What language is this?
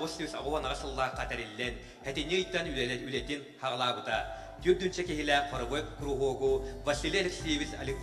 Yakut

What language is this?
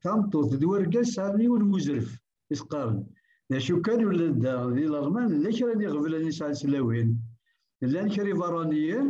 Kabyle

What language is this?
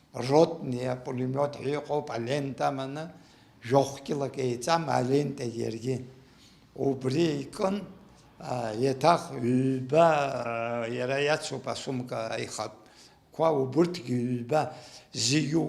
Abkhazian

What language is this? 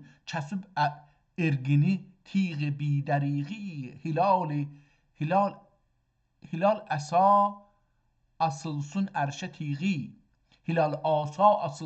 South Azerbaijani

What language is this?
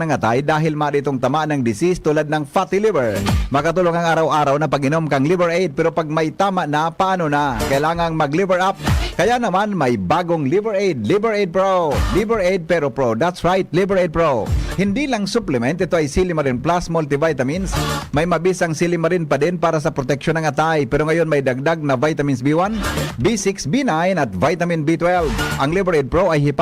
Bikol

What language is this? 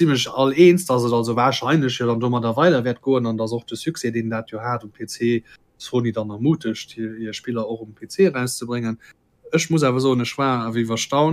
Luxembourgish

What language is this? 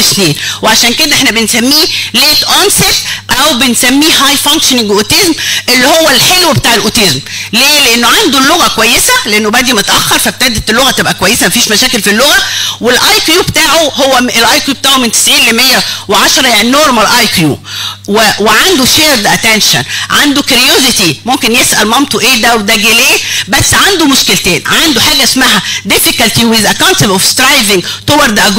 Egyptian Arabic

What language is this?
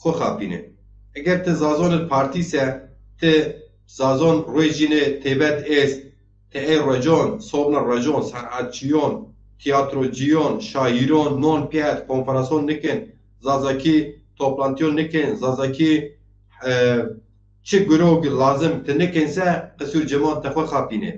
Zaza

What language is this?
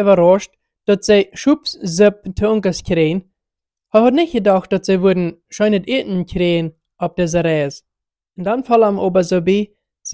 Plautdietsch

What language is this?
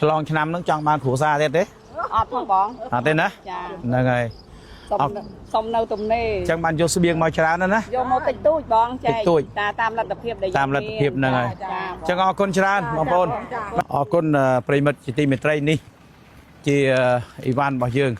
Khmer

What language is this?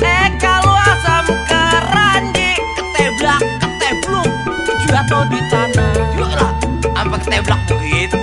Betawi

